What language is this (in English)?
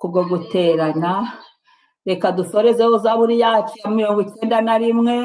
Kinyarwanda